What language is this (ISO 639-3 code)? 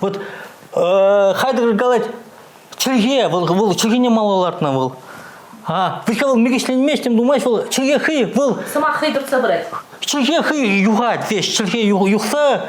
chv